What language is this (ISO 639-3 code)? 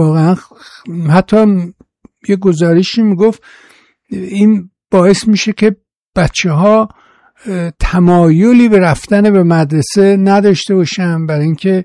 fas